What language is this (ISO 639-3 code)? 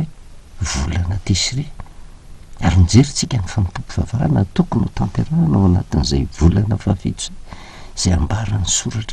mlg